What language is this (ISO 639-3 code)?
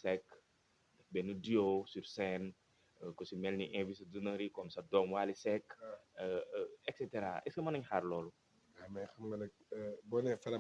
wol